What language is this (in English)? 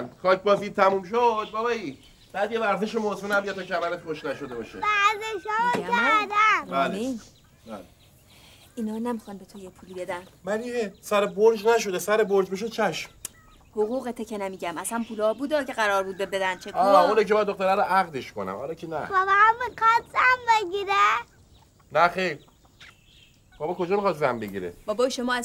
Persian